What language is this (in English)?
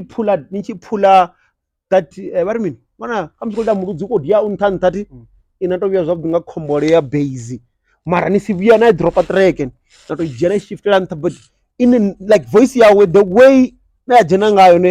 Venda